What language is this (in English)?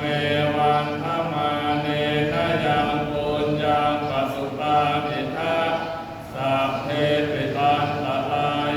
Pali